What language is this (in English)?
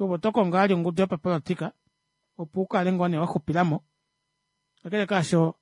Kuanyama